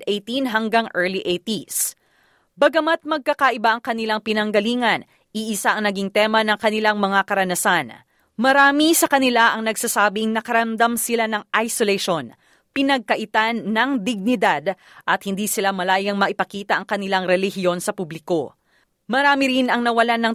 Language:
Filipino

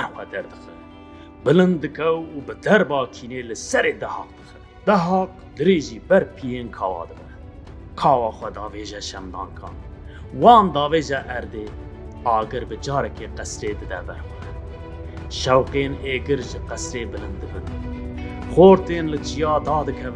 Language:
Kurdish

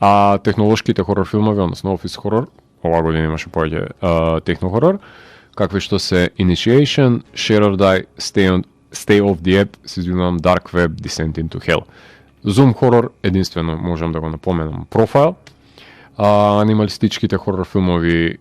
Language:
Macedonian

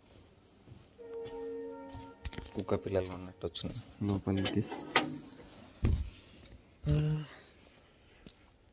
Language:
Telugu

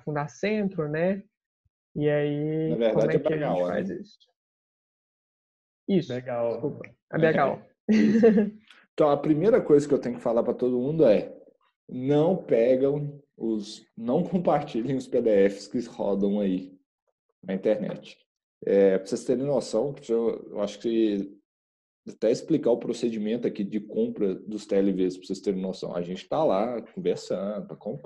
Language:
Portuguese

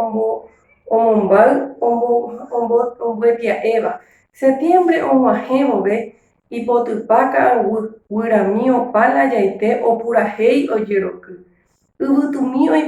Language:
Guarani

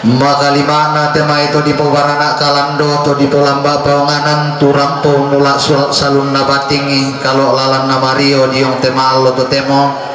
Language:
Toraja-Sa'dan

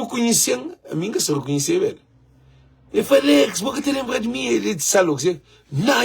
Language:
Kabuverdianu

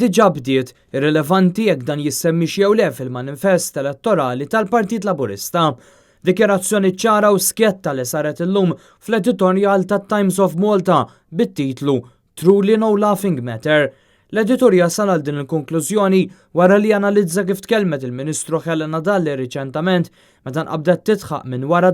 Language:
Maltese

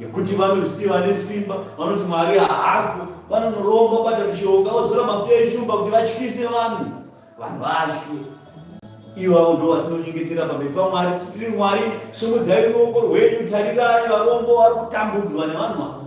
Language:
Shona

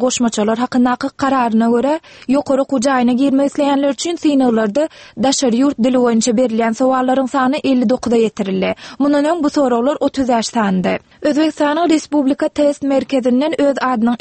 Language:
Turkmen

